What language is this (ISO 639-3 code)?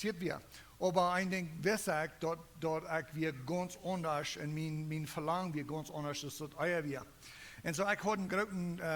pdt